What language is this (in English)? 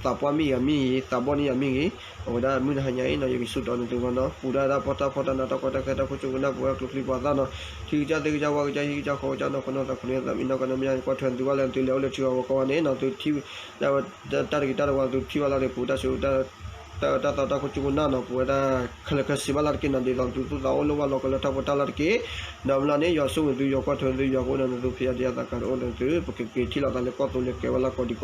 S'gaw Karen